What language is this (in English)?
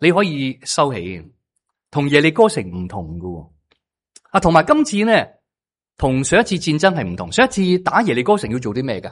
Cantonese